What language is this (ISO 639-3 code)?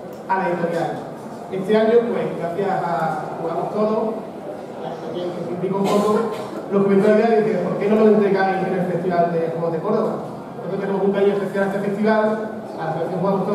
spa